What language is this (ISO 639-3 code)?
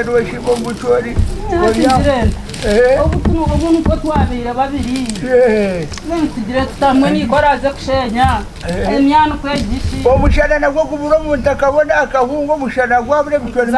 nyn